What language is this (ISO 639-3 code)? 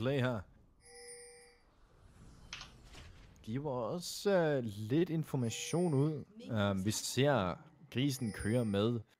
dan